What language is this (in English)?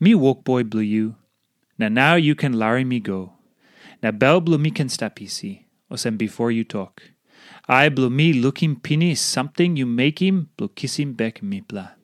Tok Pisin